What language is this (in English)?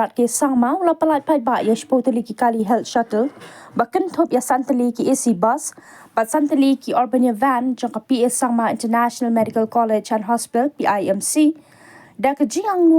Khasi